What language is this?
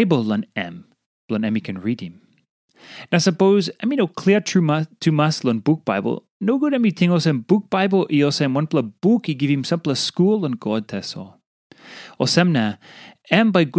Tok Pisin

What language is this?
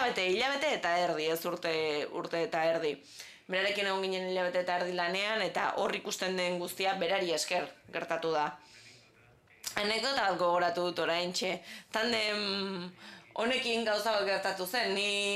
Basque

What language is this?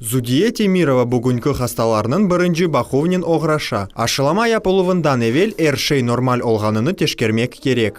Crimean Tatar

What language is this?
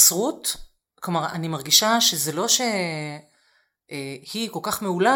Hebrew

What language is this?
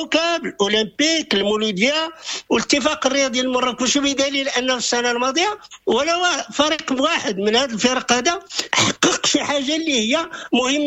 Moroccan Arabic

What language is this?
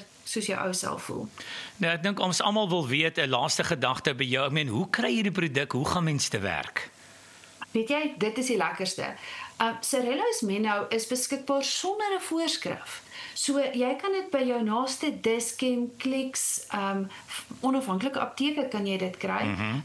Afrikaans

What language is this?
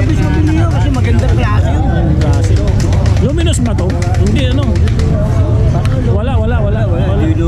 Filipino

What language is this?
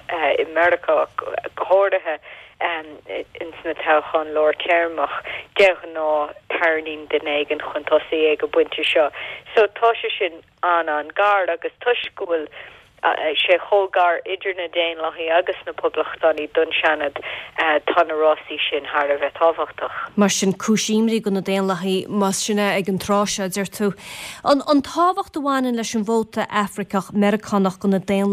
Irish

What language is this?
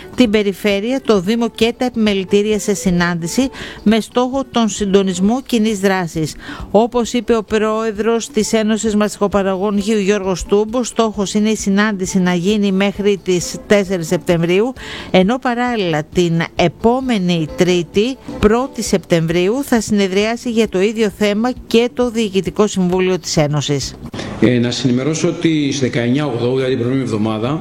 Greek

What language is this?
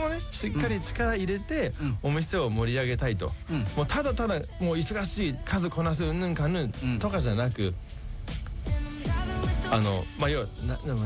Japanese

